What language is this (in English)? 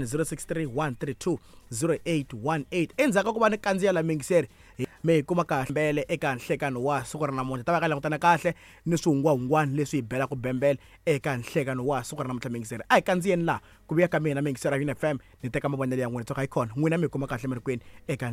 Tsonga